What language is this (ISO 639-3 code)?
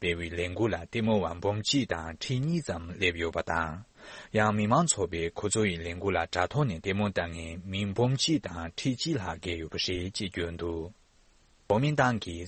bod